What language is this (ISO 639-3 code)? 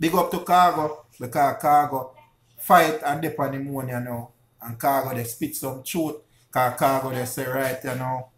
jam